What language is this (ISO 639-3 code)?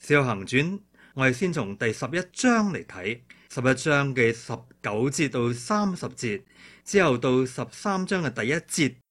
yue